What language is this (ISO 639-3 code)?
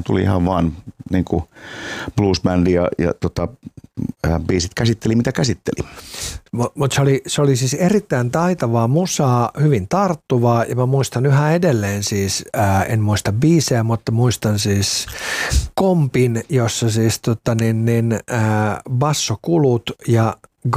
fin